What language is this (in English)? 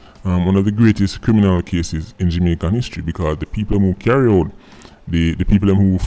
Jamaican Creole English